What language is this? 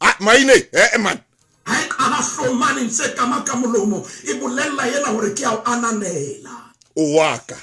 Southern Sotho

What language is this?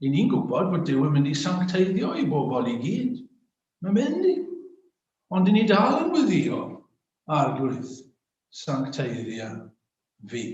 Welsh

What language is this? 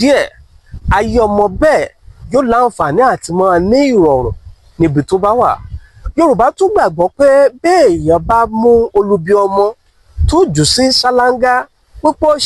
Yoruba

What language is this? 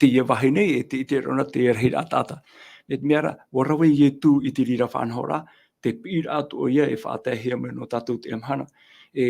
Tahitian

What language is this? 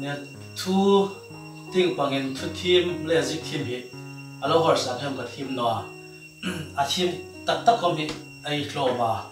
Hmar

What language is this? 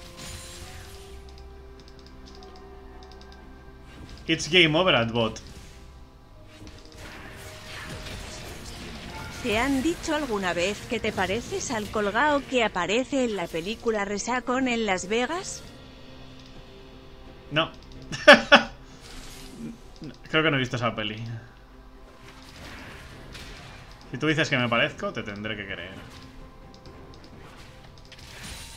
Spanish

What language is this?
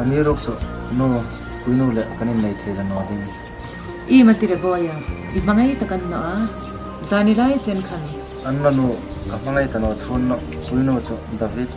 Hmar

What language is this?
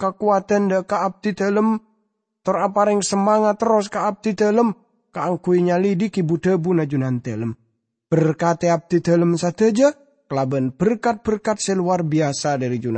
Madurese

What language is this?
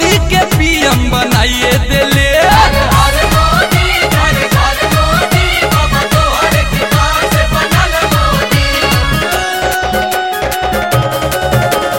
Bhojpuri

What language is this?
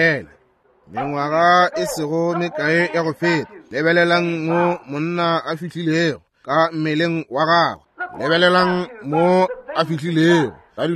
Northern Sotho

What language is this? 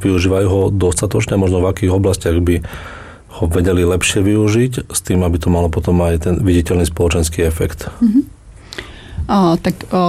Slovak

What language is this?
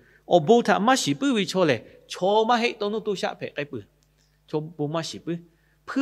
Lahu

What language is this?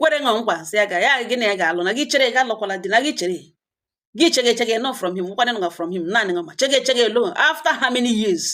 Igbo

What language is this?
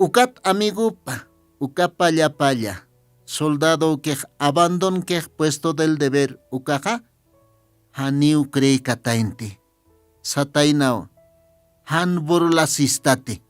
Aymara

